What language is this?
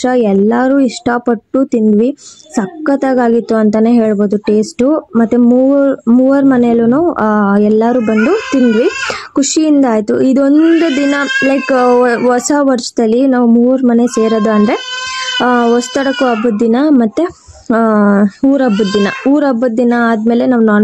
Kannada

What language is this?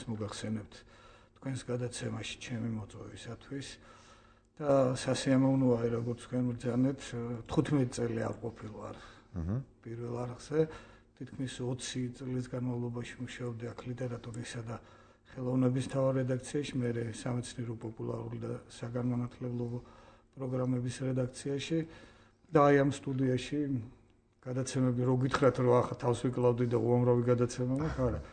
Georgian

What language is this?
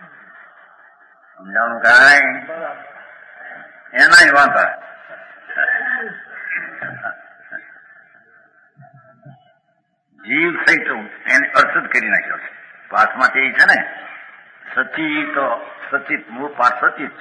Gujarati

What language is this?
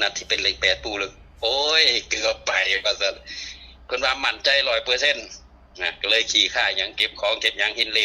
Northeastern Thai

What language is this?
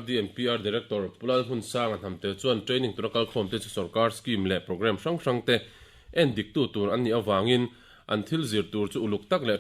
Mizo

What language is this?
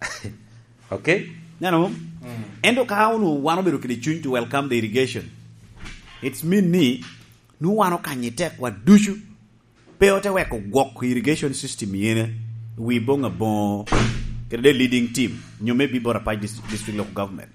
Lango (Uganda)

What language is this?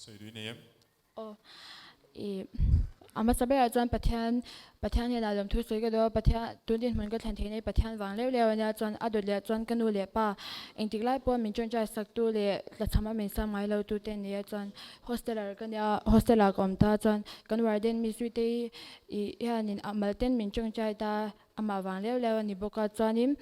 Mizo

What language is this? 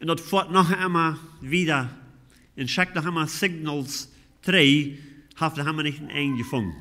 Plautdietsch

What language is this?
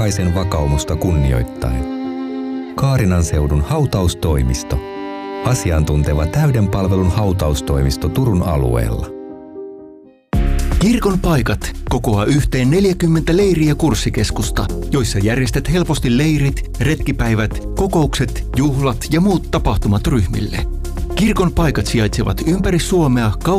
Finnish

